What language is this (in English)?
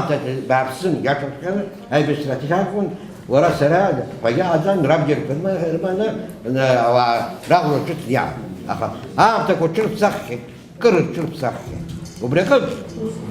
Abkhazian